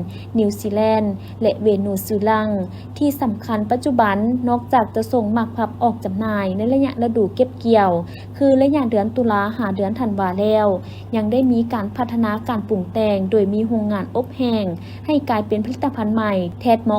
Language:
Lao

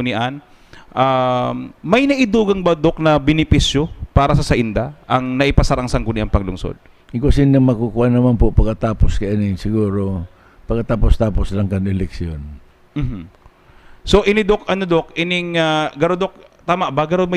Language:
Bikol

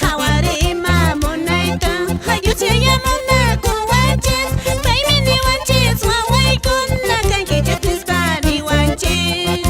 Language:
Quechua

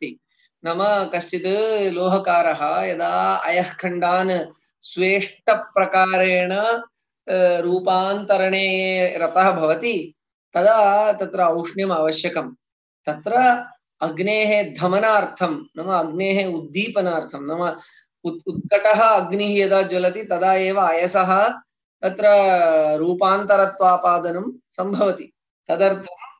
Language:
Sanskrit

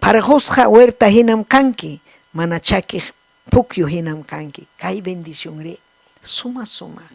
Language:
Ayacucho Quechua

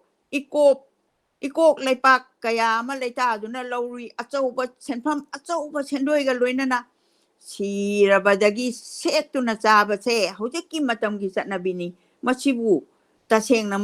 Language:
Manipuri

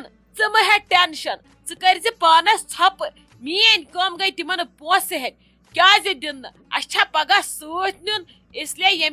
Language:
Kashmiri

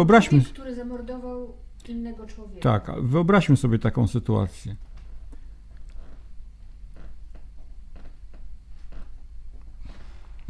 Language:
Polish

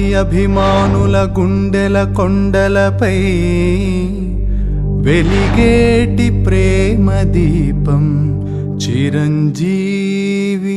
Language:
Telugu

